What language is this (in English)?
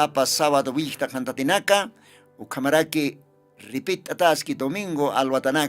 Aymara